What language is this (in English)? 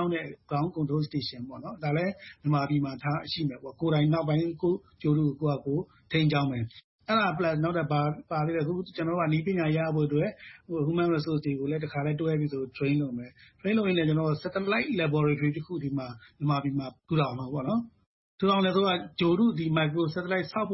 Burmese